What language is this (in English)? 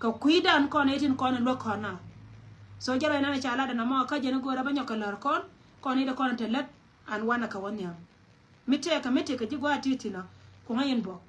Nuer